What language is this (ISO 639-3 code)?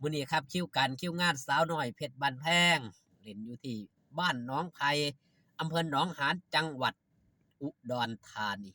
tts